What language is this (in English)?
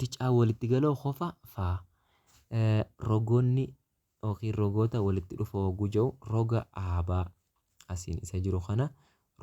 Oromo